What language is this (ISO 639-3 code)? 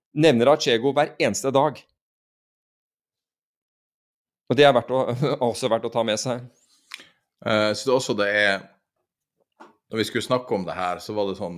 nor